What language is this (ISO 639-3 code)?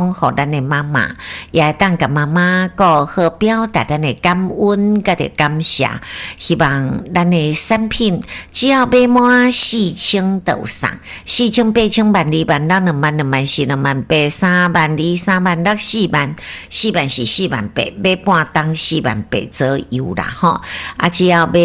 nan